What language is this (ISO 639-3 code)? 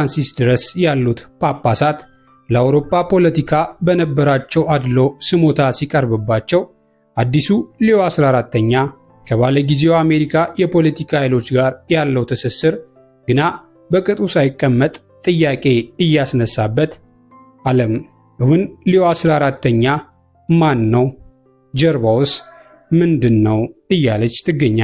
amh